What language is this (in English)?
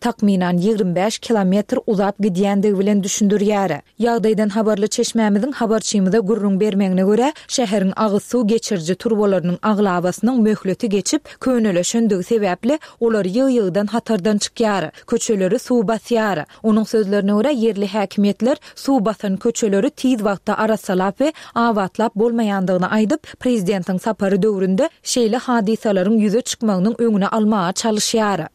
Turkmen